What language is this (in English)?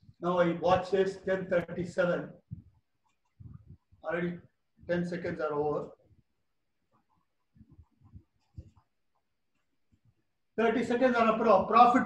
Tamil